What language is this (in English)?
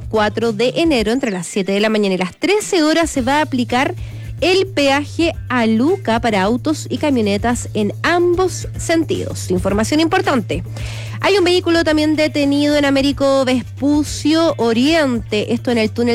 Spanish